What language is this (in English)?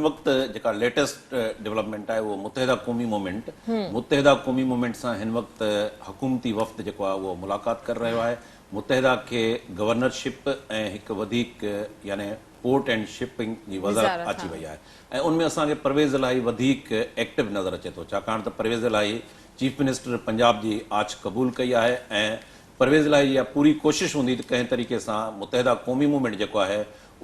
Sindhi